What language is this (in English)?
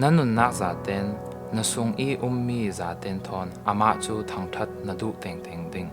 Falam Chin